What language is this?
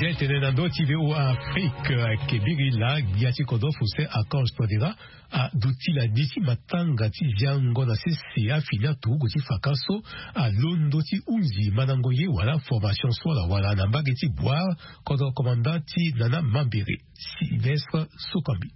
Sango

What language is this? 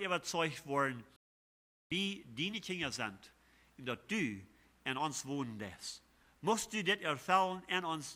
Plautdietsch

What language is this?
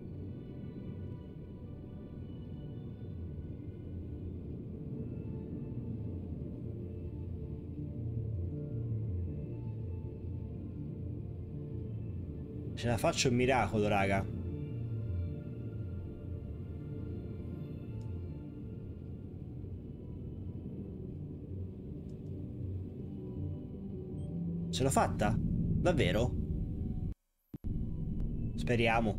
Italian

